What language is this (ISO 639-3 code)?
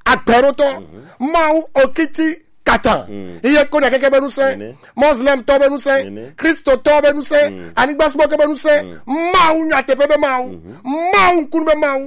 gej